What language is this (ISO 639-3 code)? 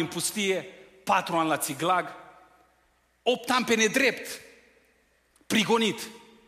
ron